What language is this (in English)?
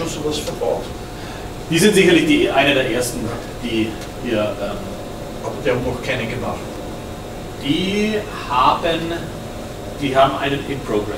German